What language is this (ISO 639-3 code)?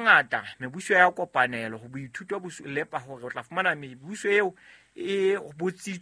sot